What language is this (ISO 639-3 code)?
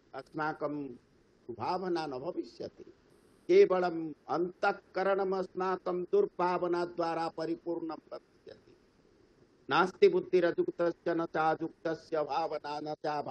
san